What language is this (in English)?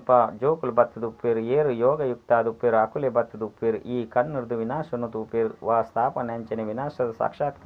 Tulu